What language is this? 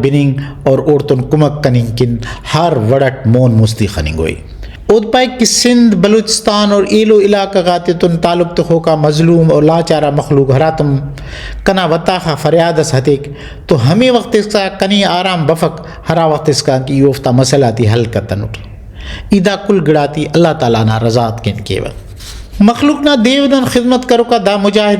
Brahui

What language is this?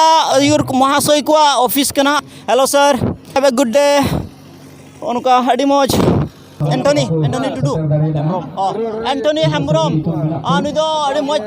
Santali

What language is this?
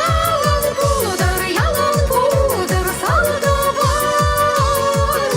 Chuvash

